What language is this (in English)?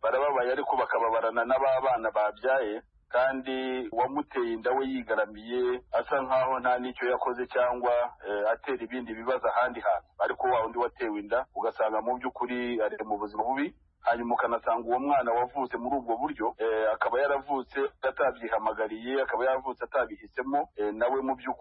Kinyarwanda